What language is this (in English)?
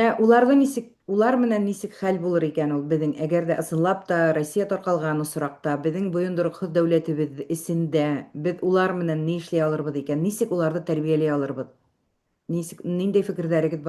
Bashkir